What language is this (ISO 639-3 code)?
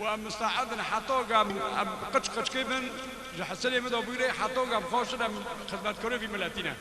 kur